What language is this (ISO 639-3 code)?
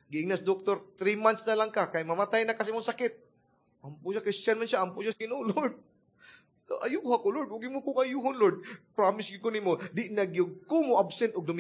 ceb